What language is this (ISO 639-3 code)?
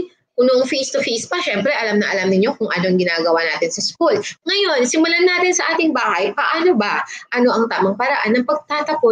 fil